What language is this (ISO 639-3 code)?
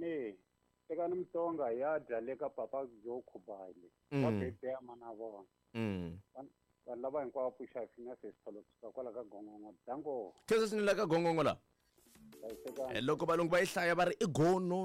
tso